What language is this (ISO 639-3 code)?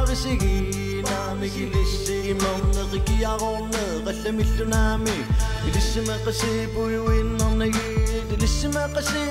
kal